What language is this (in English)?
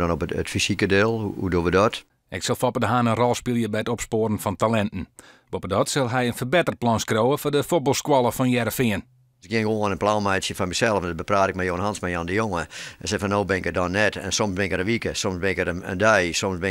Western Frisian